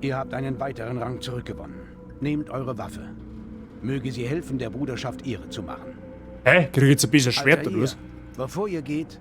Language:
Bavarian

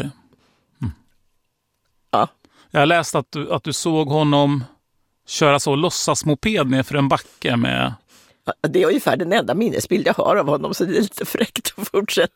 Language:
Swedish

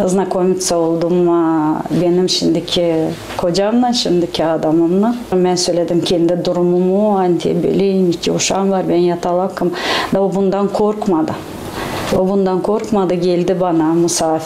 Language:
Gagauz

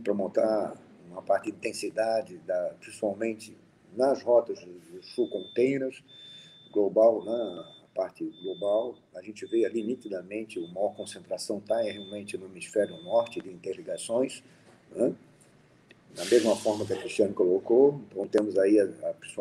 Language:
Portuguese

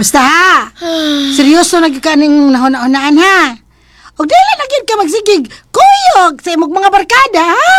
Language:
Cebuano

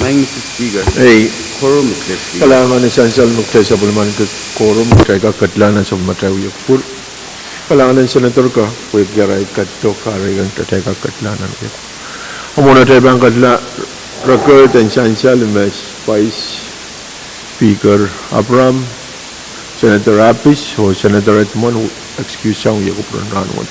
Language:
Pohnpeian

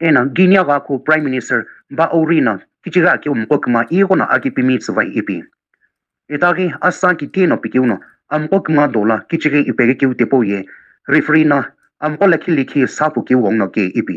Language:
Sumi Naga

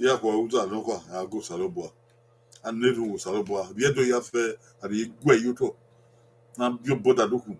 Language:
Bini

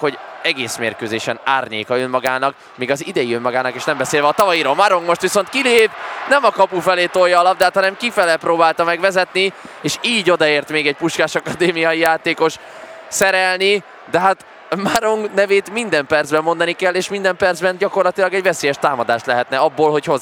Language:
Hungarian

